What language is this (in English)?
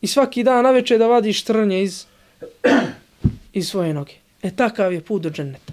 Bosnian